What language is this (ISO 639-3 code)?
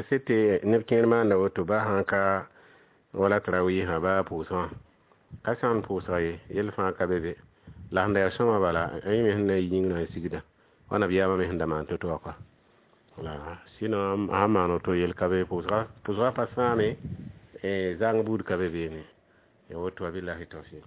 mos